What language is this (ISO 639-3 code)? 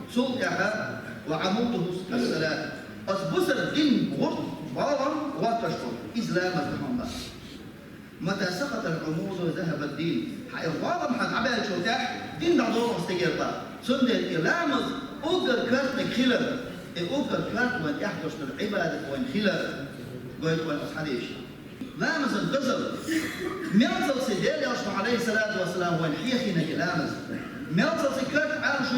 che